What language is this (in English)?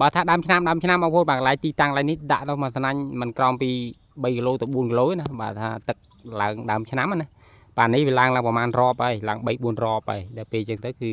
Khmer